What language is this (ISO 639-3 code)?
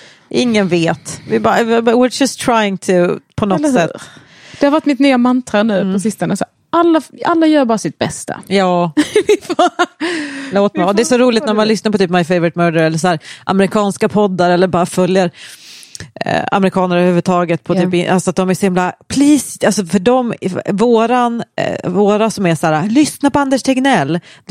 swe